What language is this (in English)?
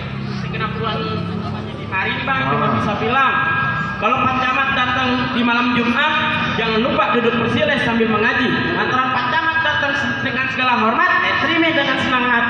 Betawi